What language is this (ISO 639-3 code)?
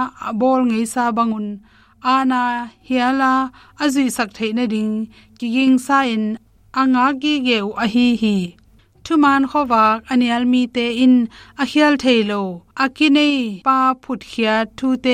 ctd